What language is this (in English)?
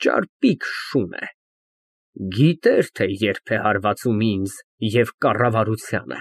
Armenian